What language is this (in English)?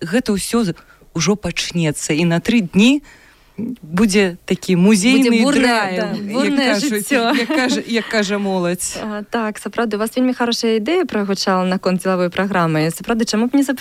Belarusian